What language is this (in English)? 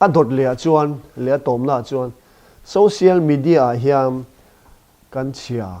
Mizo